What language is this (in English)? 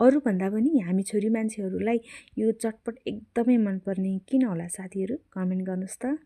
Nepali